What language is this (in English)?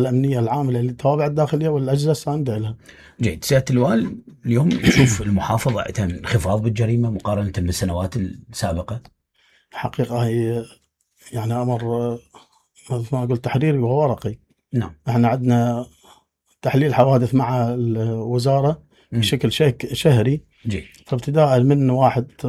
Mesopotamian Arabic